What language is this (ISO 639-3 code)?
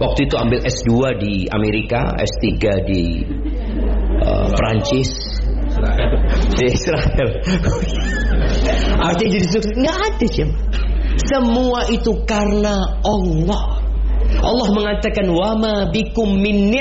ind